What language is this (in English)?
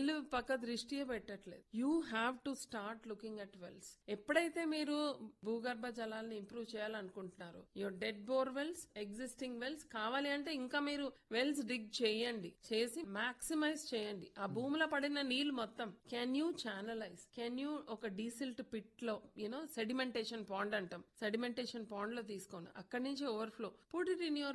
Telugu